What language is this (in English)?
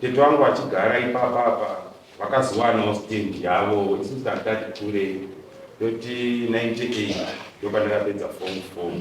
Shona